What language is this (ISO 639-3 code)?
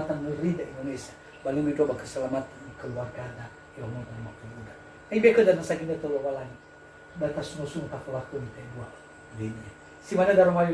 nia